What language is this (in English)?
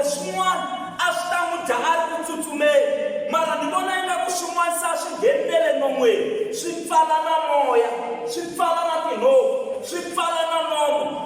Tsonga